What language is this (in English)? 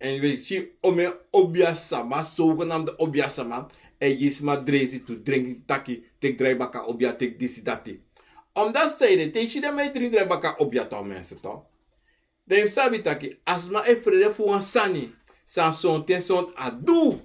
Sranan Tongo